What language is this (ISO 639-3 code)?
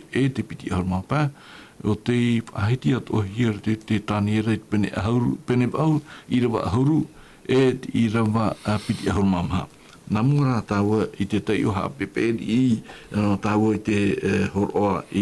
tah